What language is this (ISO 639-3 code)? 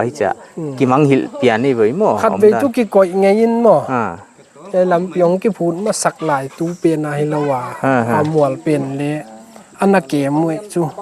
pck